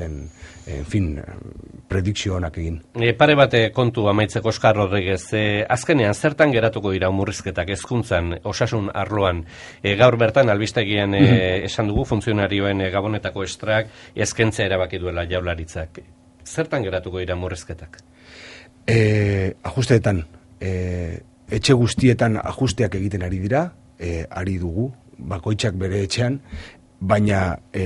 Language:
Basque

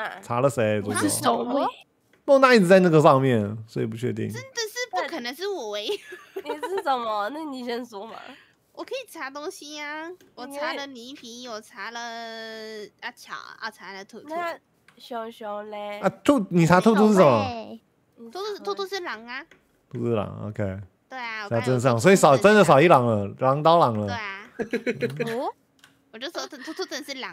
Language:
Chinese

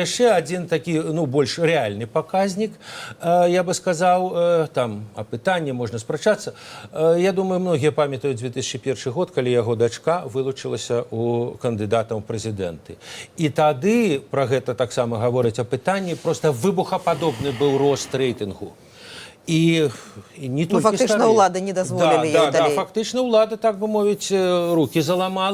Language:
Belarusian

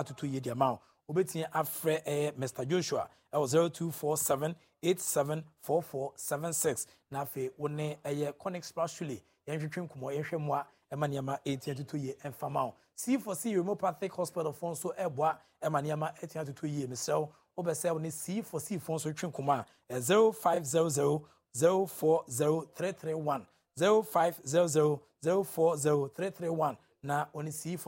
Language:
Akan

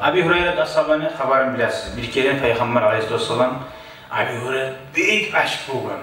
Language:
Kumyk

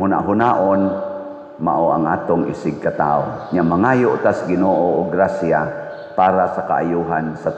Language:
Cebuano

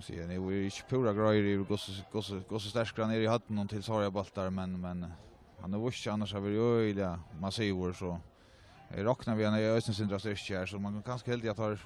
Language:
Faroese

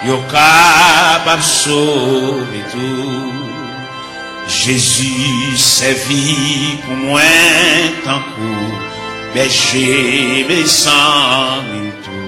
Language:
Haitian Creole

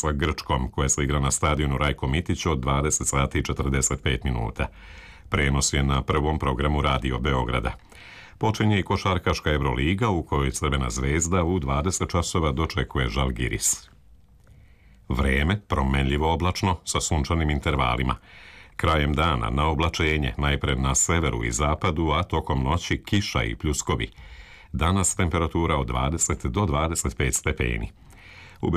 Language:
Serbian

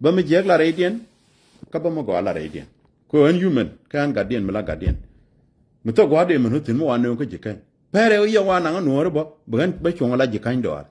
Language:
Nuer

